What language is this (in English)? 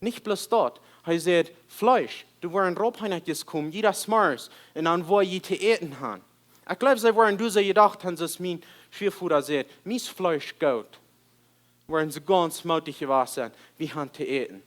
Plautdietsch